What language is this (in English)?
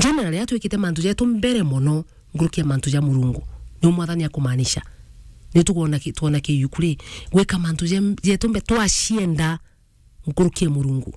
Meru